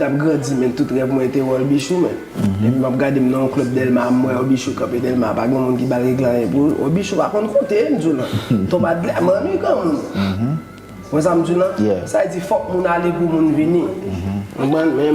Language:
Haitian Creole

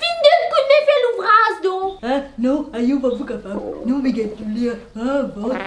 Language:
Morisyen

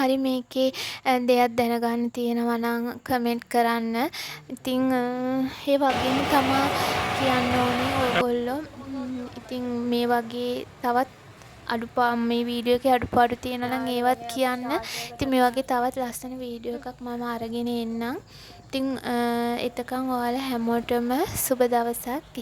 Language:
Sinhala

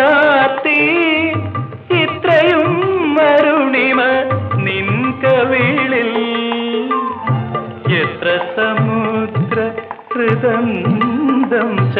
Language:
Malayalam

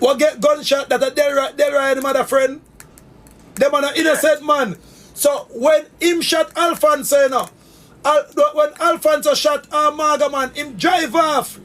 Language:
Jamaican Creole English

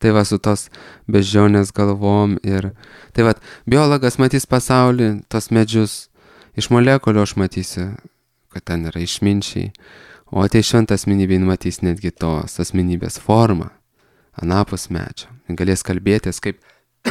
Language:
Lithuanian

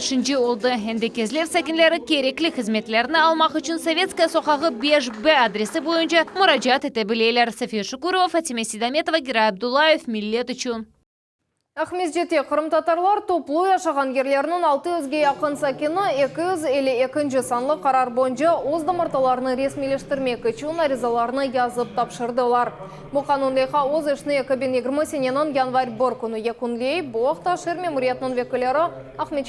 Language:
Crimean Tatar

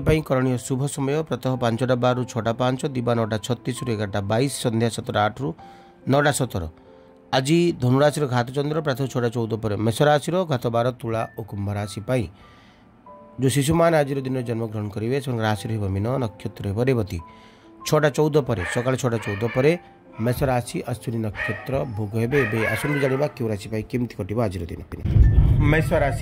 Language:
Odia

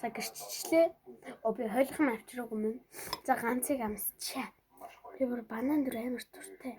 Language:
Mongolian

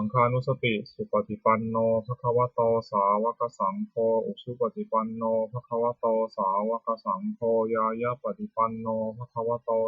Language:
Pali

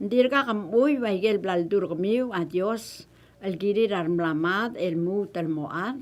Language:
Palauan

